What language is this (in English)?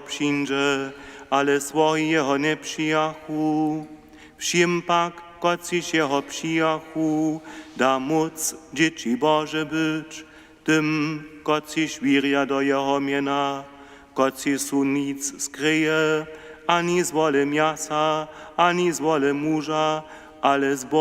Upper Sorbian